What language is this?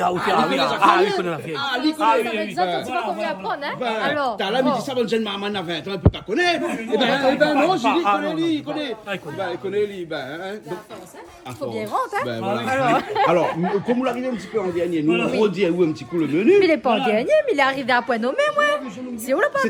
Réunion Creole French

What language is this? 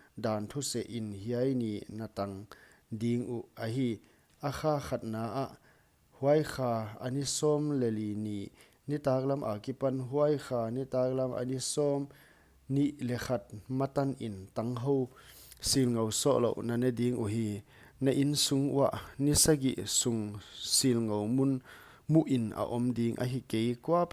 Paite Chin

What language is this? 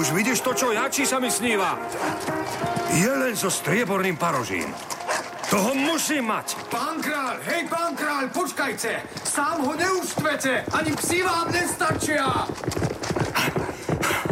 Slovak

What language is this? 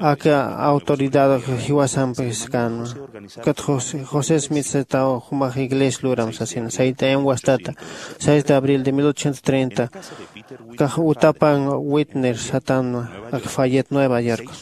Aymara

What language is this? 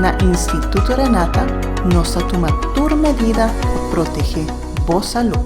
Papiamento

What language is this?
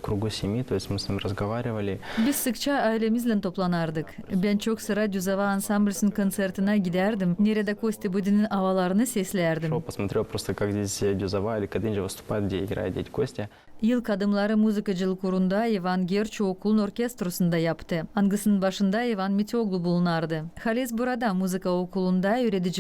Gagauz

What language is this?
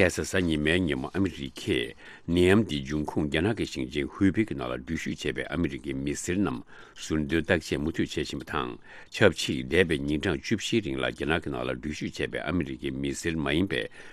Tibetan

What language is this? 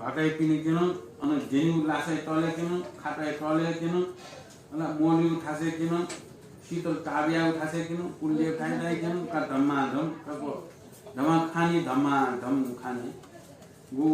Newari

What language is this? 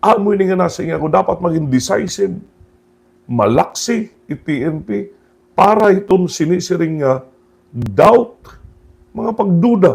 Waray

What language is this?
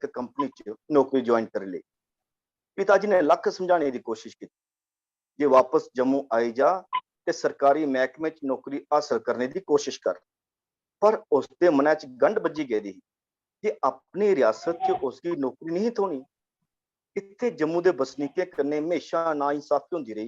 Dogri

